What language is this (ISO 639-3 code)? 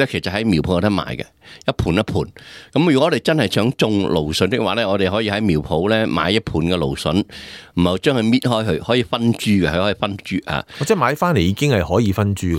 yue